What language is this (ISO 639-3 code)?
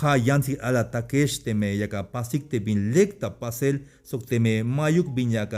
tzh